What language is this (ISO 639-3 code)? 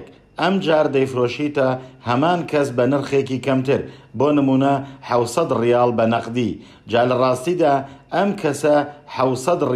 ckb